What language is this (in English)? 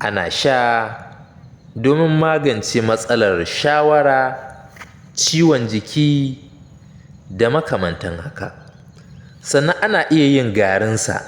Hausa